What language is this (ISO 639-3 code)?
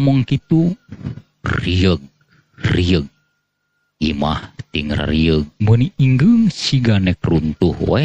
sun